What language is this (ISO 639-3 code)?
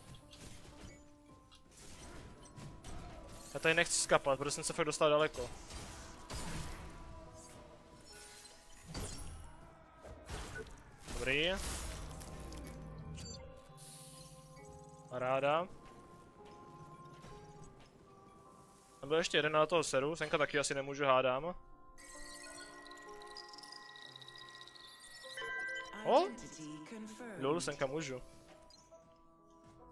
ces